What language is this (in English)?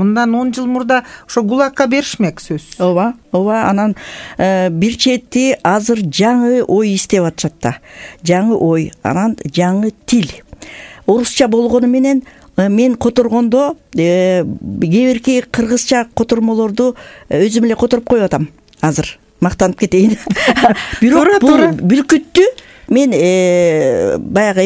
Kyrgyz